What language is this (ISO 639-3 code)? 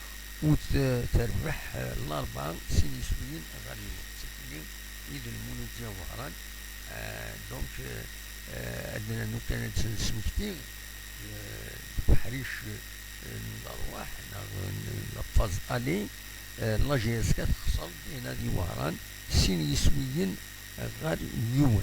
kab